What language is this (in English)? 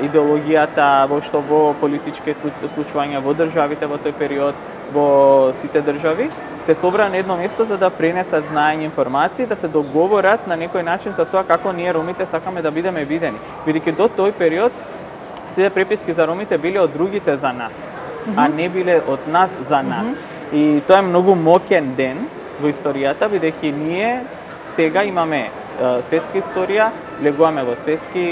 Macedonian